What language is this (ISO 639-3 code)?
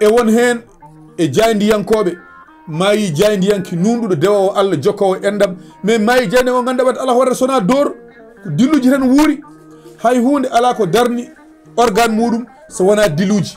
ful